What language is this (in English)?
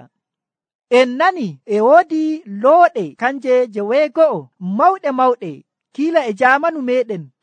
Nigerian Fulfulde